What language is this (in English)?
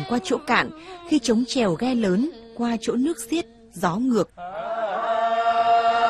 Vietnamese